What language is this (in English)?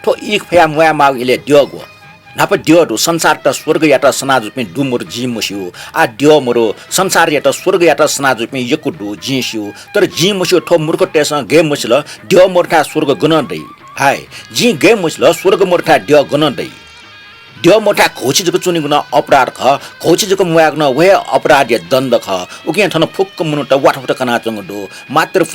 Newari